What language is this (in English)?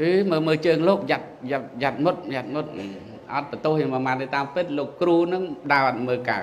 Khmer